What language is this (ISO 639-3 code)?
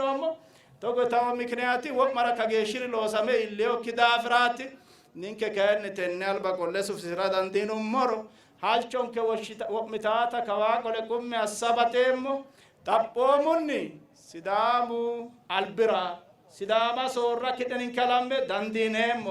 sid